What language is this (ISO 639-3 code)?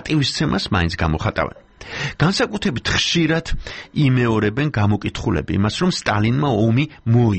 kat